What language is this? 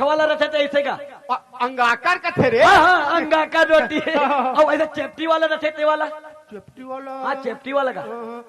Chhattisgarhi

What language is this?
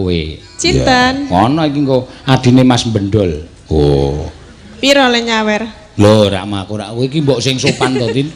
Javanese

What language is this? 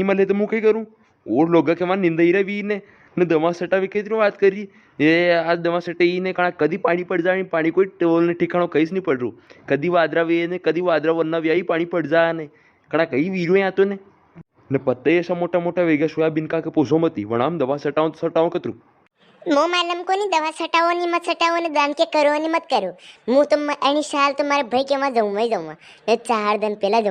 Rajasthani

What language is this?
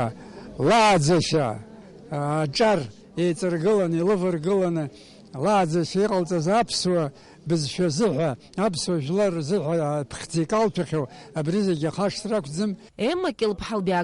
Abkhazian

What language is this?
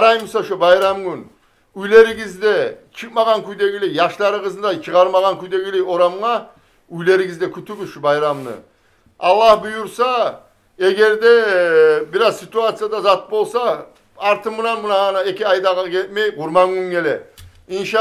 Kumyk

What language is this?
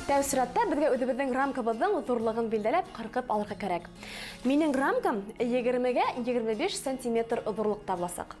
Bashkir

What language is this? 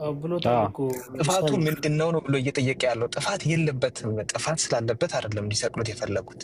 Amharic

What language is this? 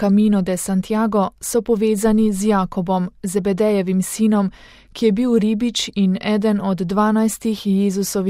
Slovenian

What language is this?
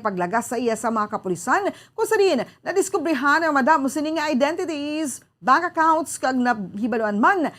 Hiligaynon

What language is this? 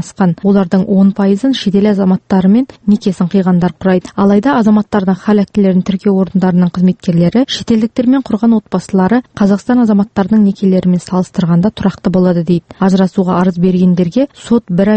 Kazakh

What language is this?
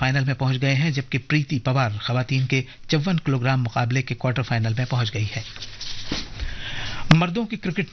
Urdu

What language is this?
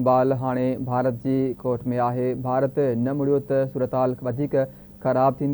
Sindhi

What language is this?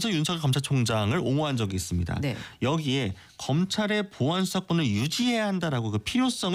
Korean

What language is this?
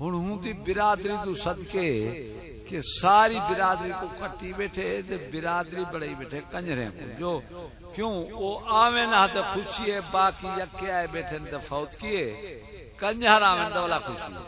Saraiki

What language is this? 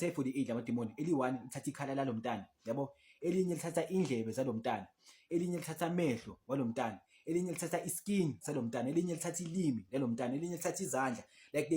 Zulu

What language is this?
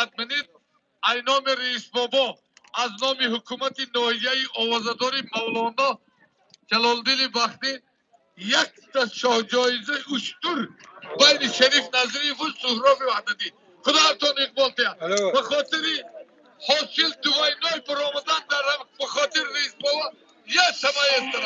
Tajik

